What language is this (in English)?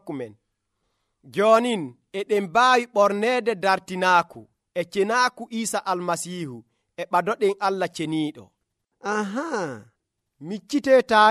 Nigerian Fulfulde